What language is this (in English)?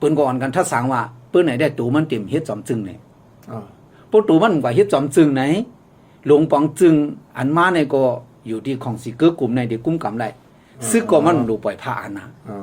Shan